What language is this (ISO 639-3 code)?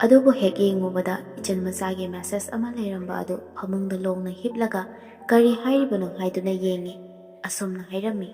mni